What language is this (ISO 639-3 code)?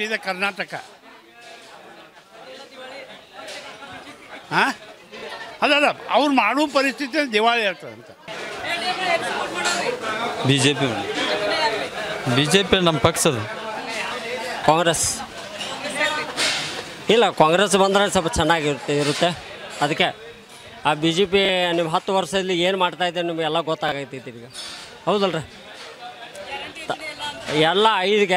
kan